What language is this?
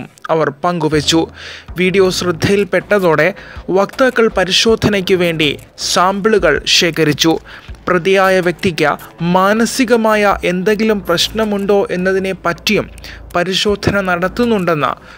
Malayalam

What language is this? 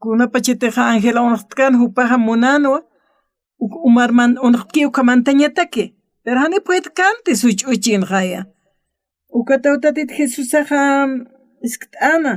Aymara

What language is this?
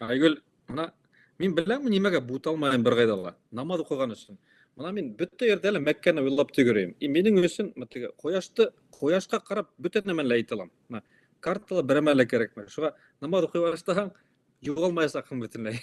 Bashkir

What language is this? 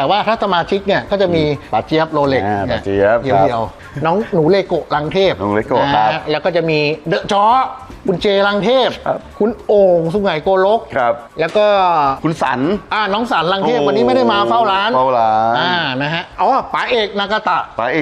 Thai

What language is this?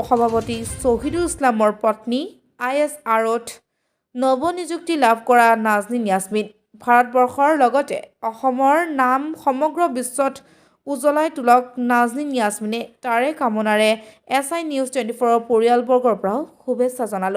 Assamese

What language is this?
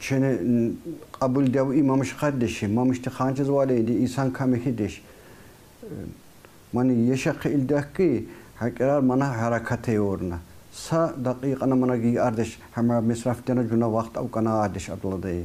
Tsakhur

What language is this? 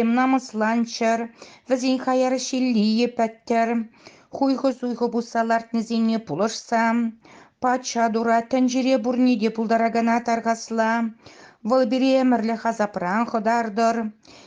Chuvash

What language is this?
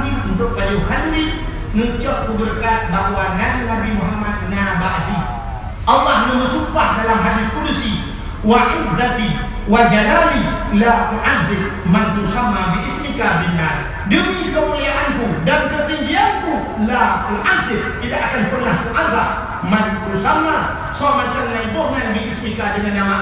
Achinese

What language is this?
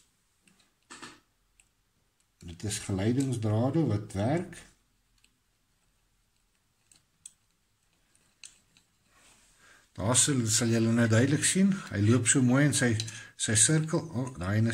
Afrikaans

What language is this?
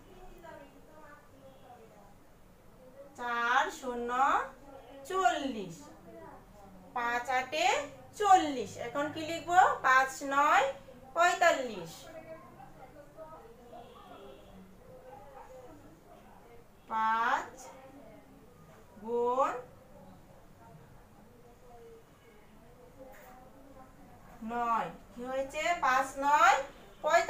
Bangla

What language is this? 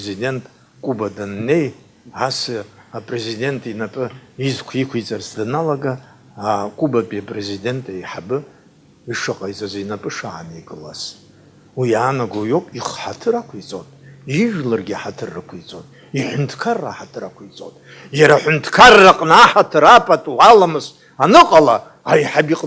Abkhazian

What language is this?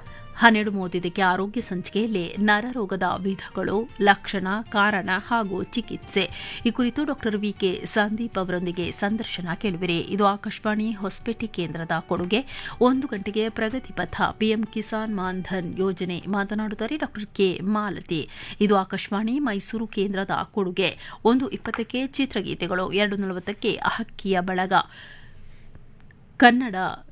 Kannada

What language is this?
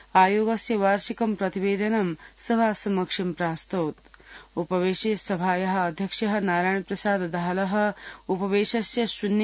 Sanskrit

